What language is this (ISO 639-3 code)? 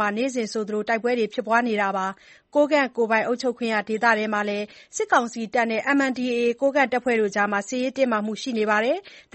mya